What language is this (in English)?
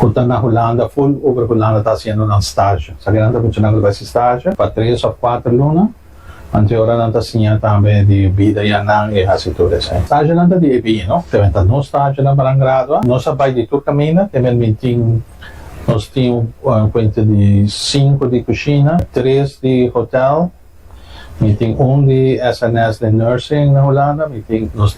Papiamento